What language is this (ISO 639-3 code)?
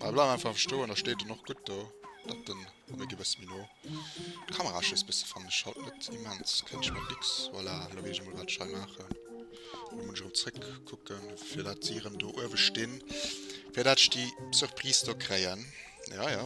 ltz